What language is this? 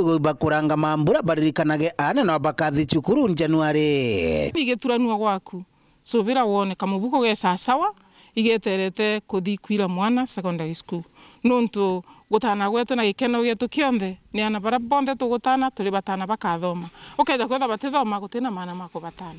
Meru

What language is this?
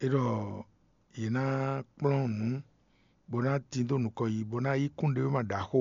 Fon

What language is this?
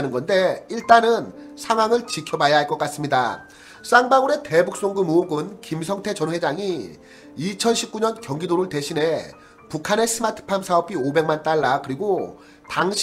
Korean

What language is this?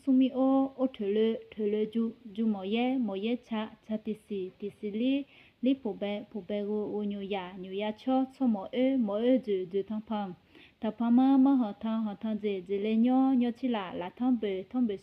Akha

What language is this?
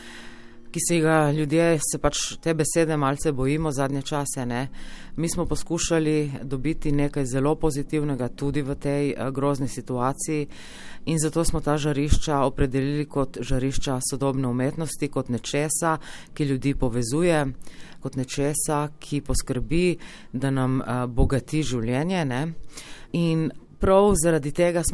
Slovenian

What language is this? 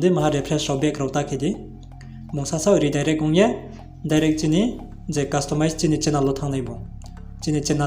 Riang (India)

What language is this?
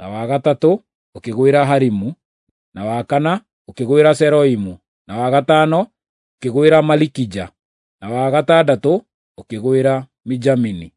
Kikuyu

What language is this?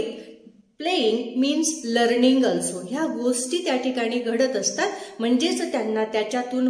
Marathi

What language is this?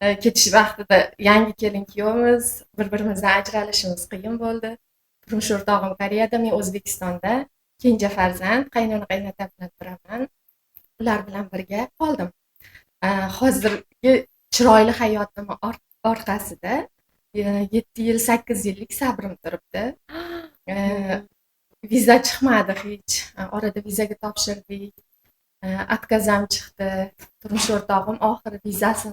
Uzbek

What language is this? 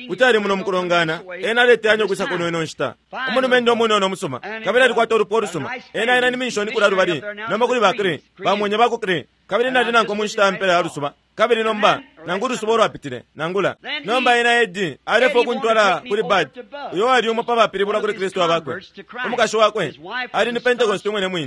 Bemba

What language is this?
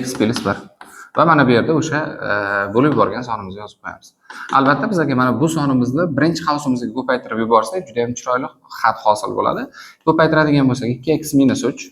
Uzbek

